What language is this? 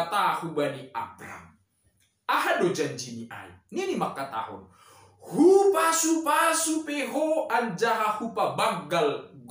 Batak Simalungun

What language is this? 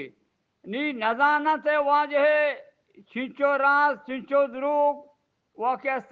Eastern Balochi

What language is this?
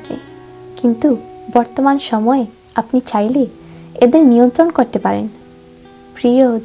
Bangla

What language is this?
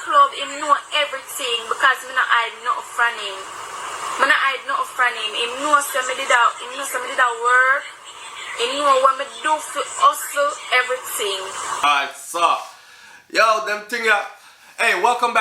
Jamaican Creole English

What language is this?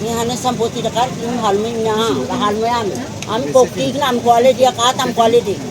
Tetum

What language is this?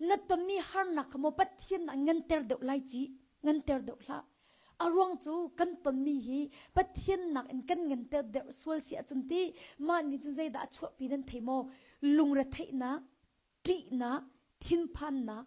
Hakha Chin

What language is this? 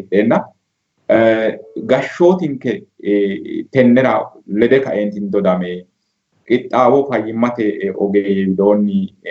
Sidamo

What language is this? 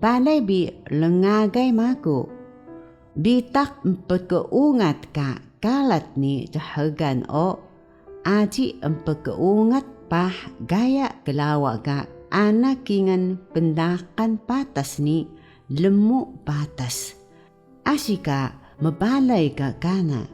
Taroko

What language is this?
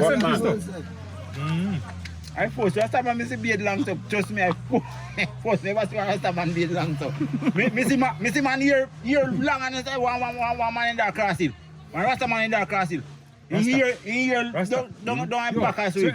Jamaican Creole English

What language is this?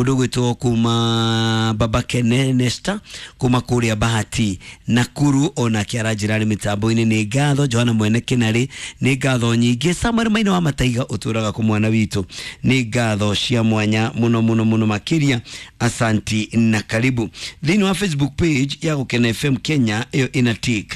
Kikuyu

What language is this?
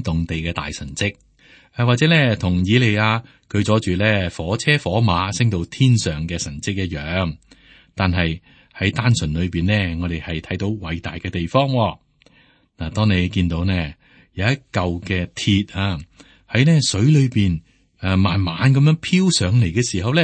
Cantonese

